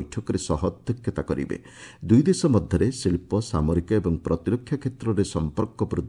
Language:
Odia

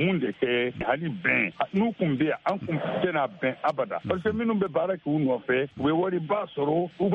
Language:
Bambara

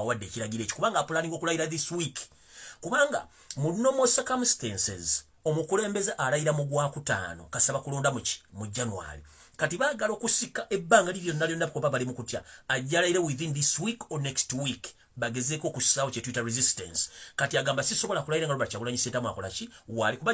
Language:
Ganda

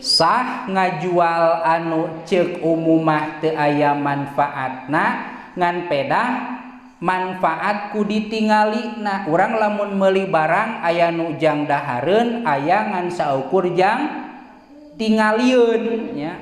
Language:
Sundanese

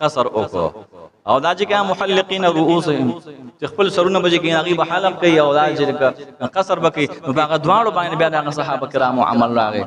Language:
Pashto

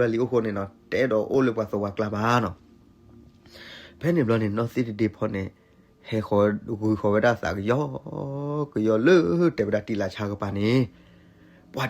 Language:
S'gaw Karen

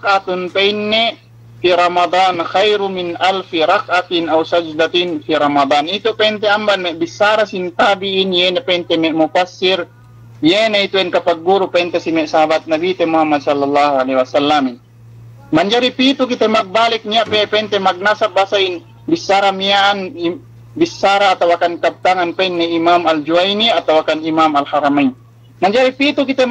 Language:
Yakan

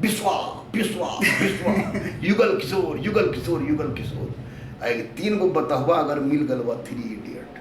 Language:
Magahi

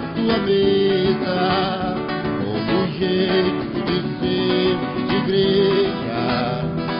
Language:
Portuguese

